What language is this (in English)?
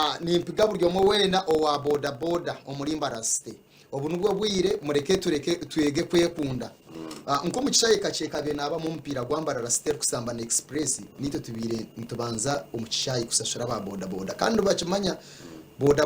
Nyankole